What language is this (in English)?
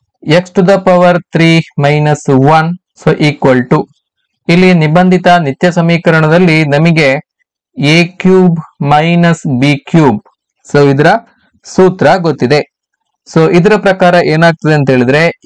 Kannada